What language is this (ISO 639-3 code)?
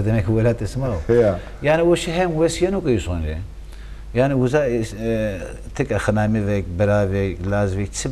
zza